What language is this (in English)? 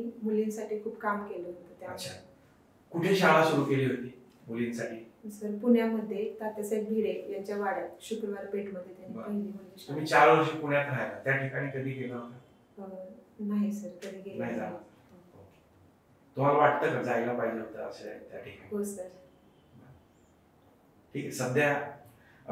Marathi